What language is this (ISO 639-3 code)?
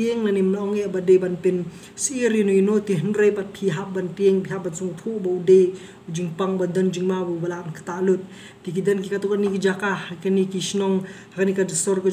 kha